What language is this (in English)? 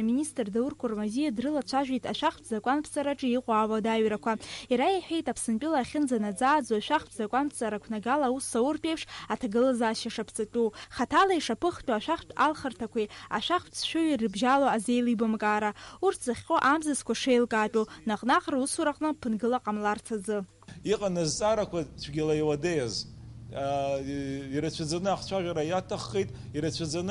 Abkhazian